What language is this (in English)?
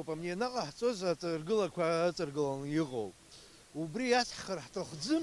Abkhazian